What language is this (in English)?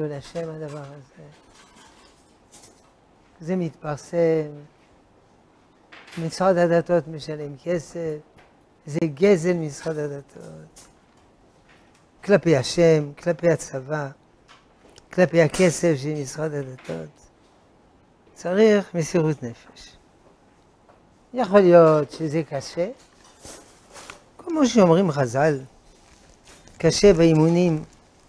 Hebrew